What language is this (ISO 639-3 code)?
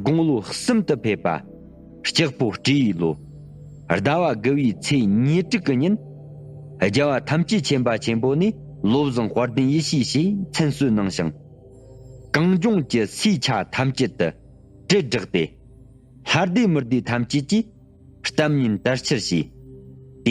bod